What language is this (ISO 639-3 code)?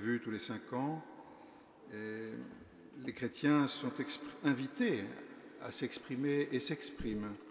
fra